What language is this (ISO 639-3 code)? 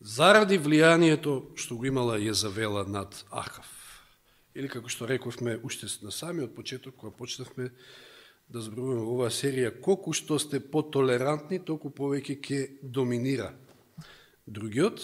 mkd